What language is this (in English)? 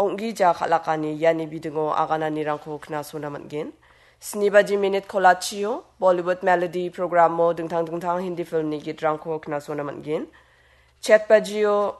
Garo